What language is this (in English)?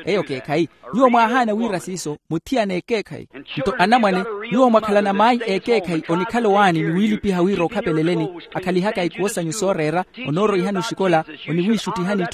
Makhuwa